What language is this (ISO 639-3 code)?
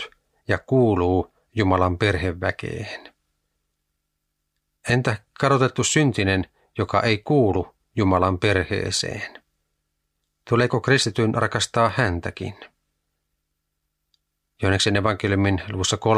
fin